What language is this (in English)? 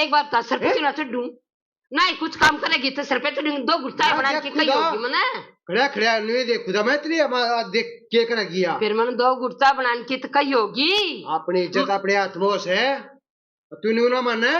Haryanvi